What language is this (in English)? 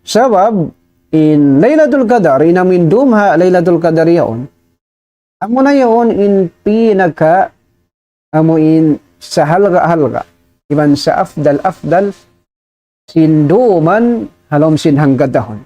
Tausug